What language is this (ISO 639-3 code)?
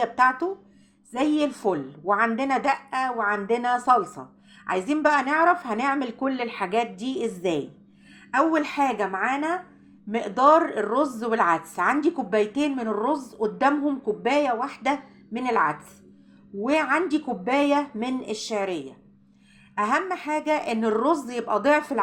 arz